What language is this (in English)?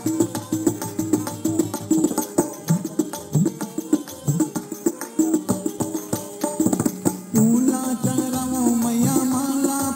Bhojpuri